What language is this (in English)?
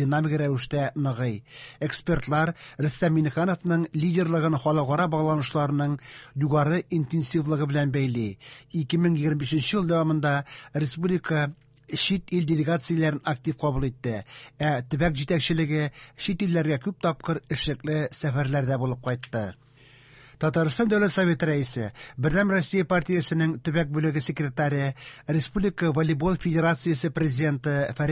Tatar